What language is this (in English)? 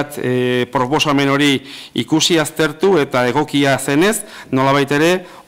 Basque